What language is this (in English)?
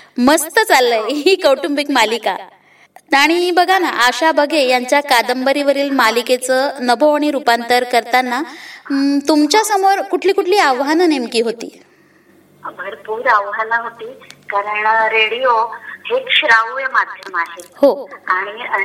Marathi